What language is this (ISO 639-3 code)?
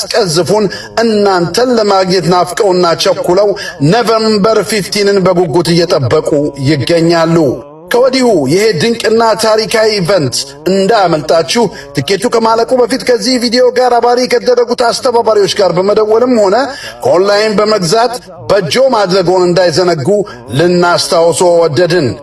amh